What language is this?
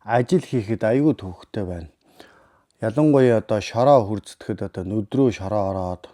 Mongolian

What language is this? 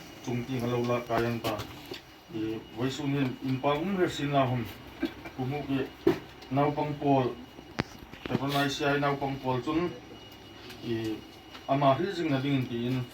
Hmar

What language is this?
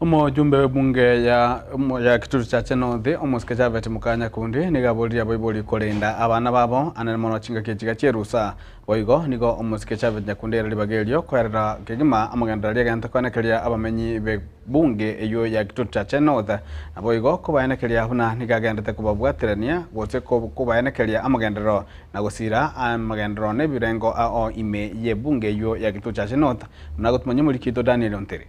Gusii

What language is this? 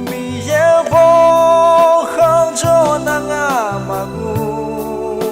Akha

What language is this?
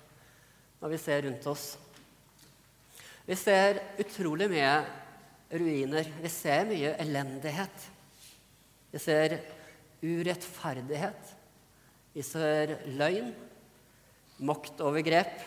Norwegian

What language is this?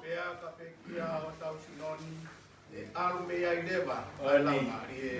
Tongan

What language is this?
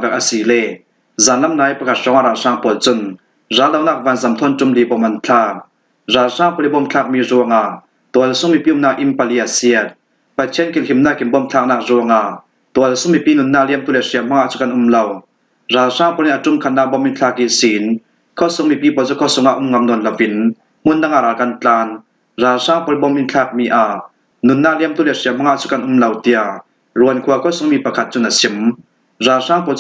Falam Chin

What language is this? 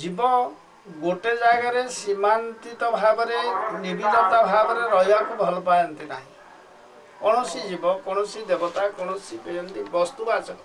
Odia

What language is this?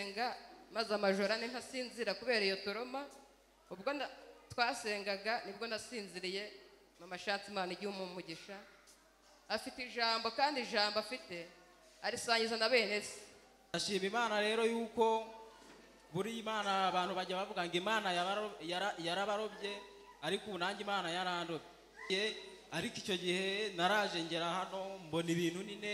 Kinyarwanda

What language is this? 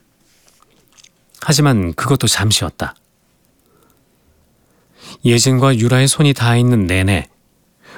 Korean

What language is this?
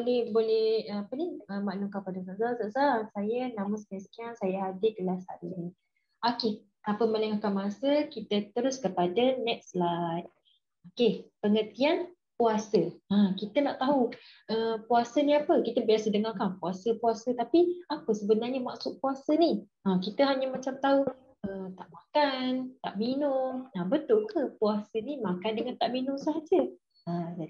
Malay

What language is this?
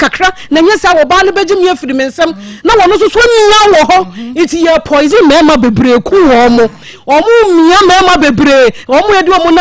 Akan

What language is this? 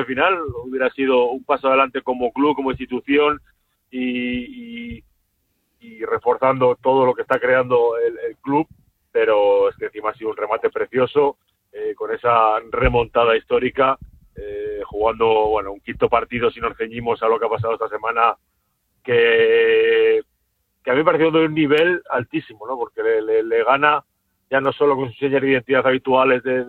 Spanish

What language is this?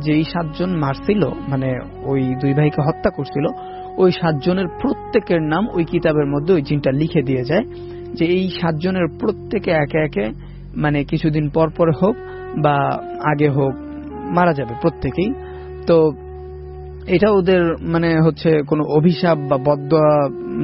Bangla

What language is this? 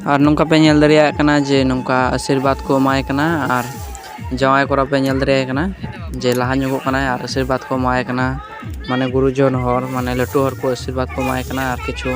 Santali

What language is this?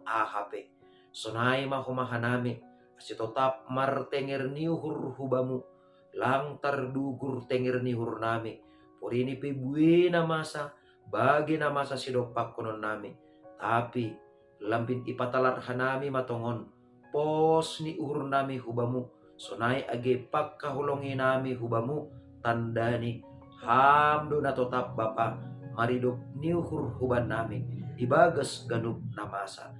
Batak Simalungun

